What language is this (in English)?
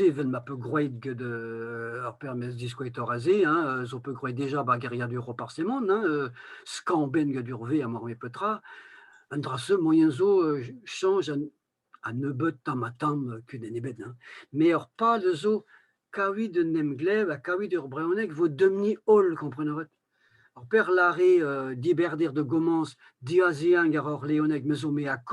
Breton